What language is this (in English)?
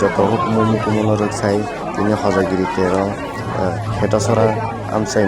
Kok Borok